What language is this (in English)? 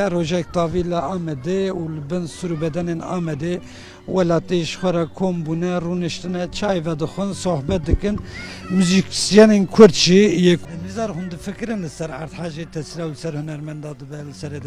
Kurdish